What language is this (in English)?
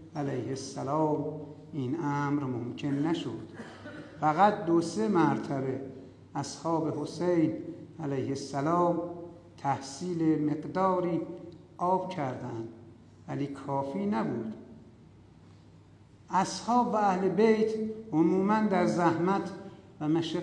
Persian